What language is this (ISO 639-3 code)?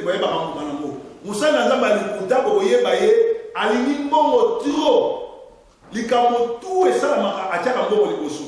lin